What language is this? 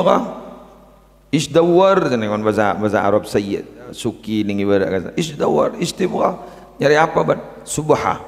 Madurese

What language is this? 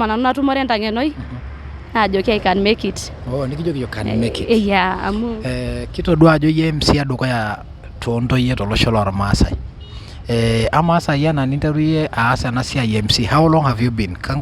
Masai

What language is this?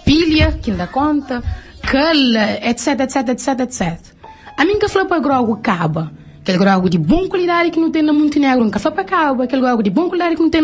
Kabuverdianu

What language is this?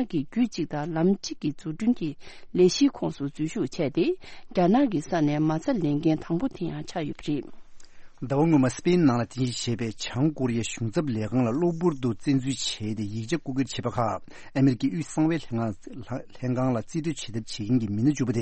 Tibetan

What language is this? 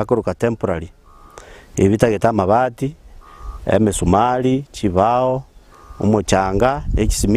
Gusii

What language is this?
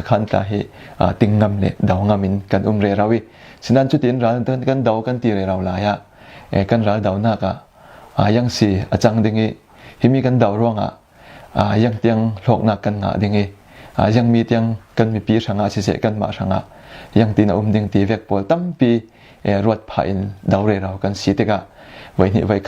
Falam Chin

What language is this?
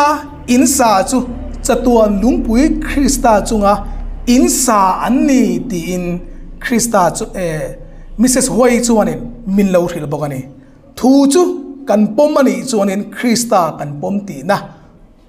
Hmar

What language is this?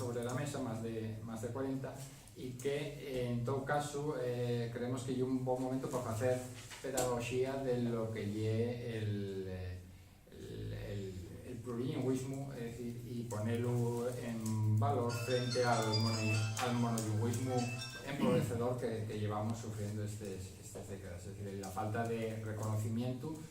Asturian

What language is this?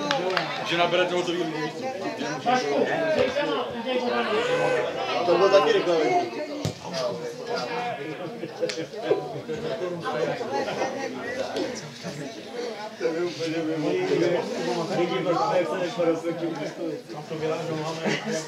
Czech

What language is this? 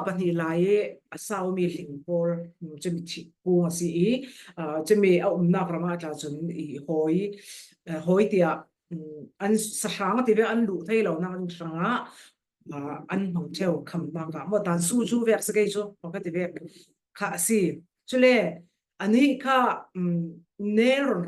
Falam Chin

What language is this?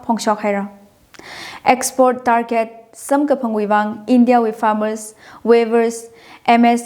Tangkhul Naga (India)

